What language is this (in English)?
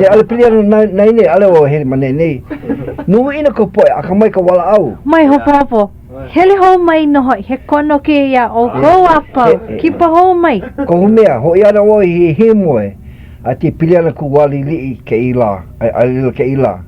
Hawaiian